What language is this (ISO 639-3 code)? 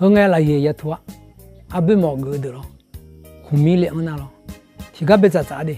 ahk